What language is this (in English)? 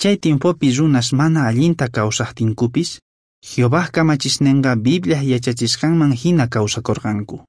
South Bolivian Quechua